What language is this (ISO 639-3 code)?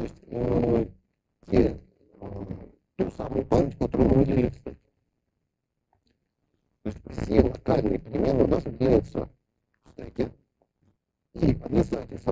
rus